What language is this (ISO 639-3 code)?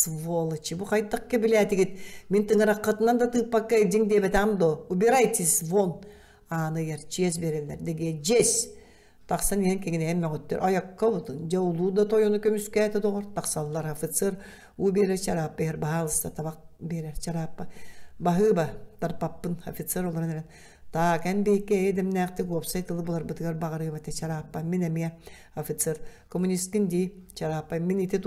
sah